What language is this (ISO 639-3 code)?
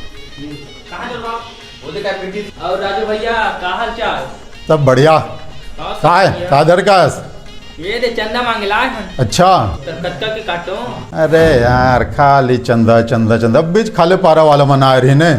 hne